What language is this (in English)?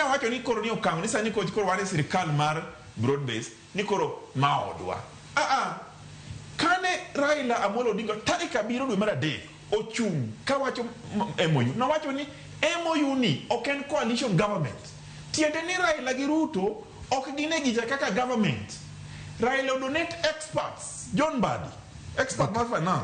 Luo (Kenya and Tanzania)